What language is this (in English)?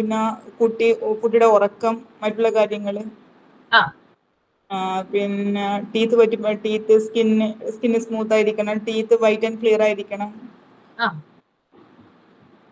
Malayalam